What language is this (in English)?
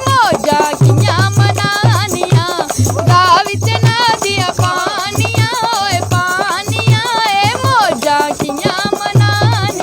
Dogri